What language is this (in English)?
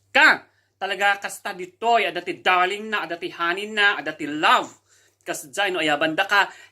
Iloko